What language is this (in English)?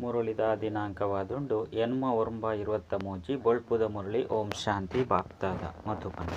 Tulu